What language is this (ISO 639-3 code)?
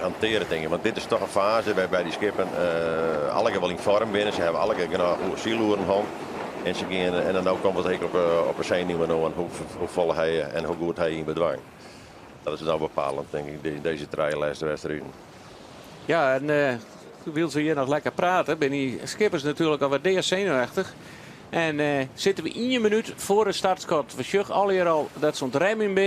fry